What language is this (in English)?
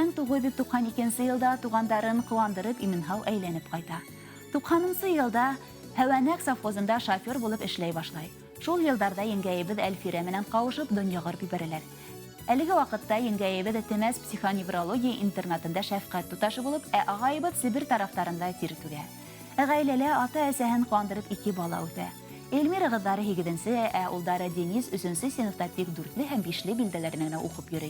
Bashkir